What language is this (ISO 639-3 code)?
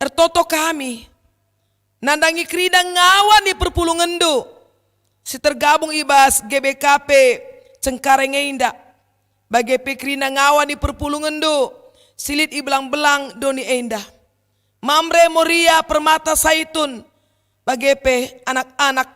btx